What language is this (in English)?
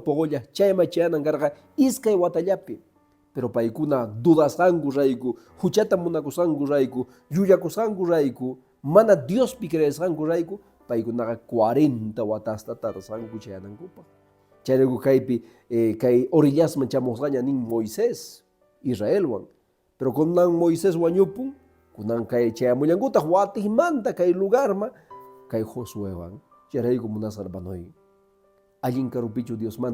Quechua